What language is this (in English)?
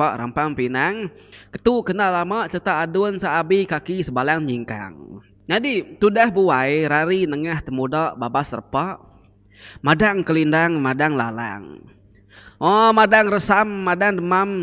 Iban